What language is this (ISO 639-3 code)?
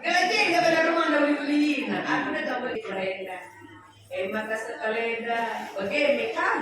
btx